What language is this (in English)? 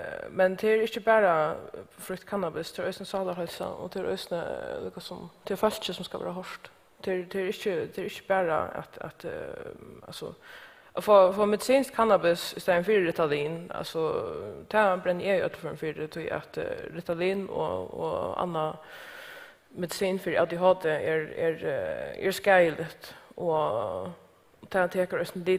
Faroese